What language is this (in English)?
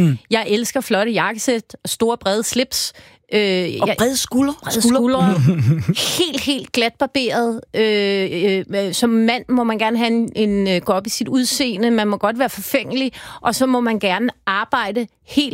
Danish